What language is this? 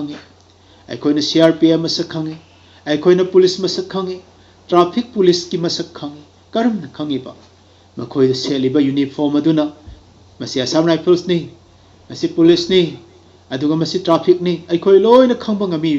Manipuri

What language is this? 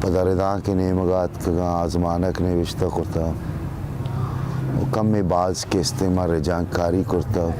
Baluchi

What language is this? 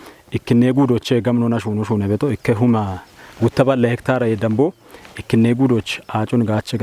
Kafa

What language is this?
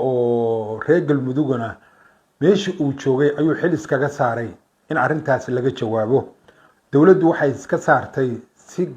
Somali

